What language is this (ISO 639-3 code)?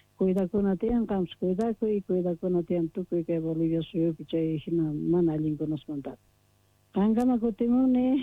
que